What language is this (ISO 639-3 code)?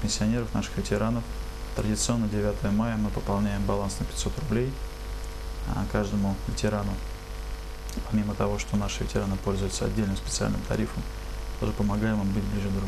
rus